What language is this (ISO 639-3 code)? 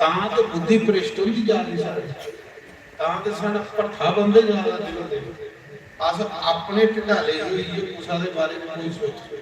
doi